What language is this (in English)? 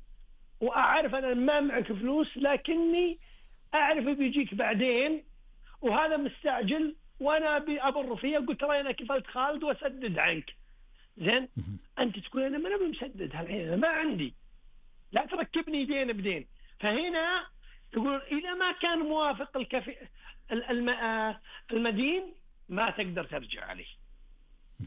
Najdi Arabic